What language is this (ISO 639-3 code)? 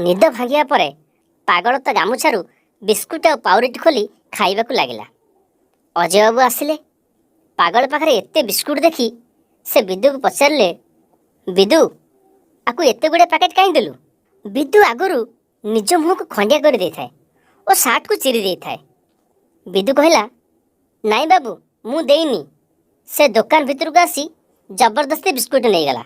ori